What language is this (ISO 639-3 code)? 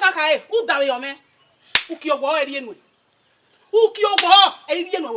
bin